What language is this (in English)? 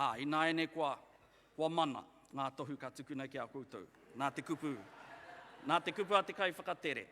Māori